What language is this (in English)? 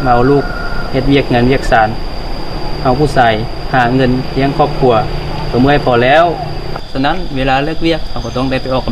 Lao